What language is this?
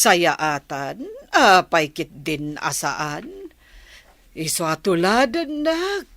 Iloko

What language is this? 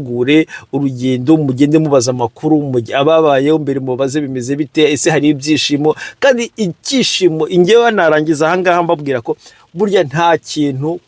Kinyarwanda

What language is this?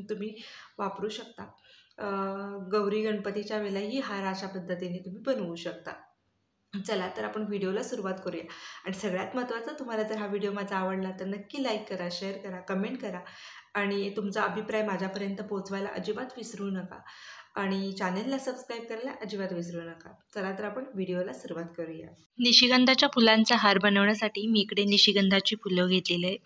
Marathi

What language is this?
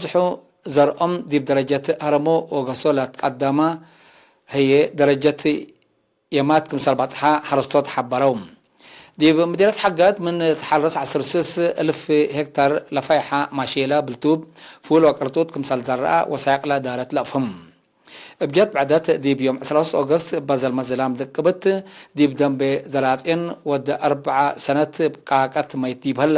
Tigre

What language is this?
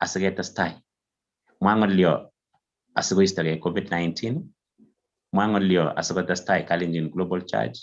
Kalenjin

